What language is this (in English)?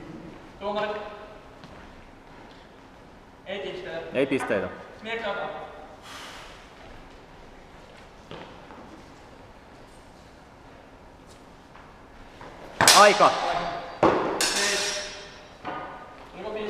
Finnish